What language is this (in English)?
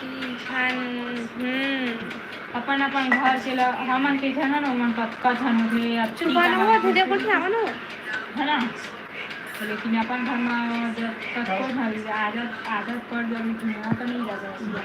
Chhattisgarhi